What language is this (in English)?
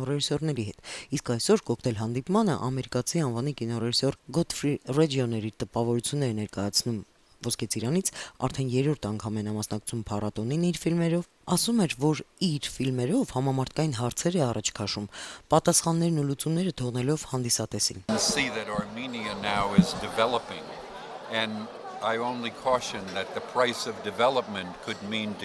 Armenian